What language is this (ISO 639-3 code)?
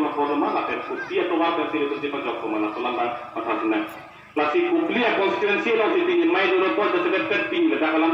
mjw